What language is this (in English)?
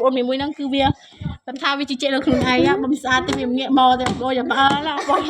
Khmer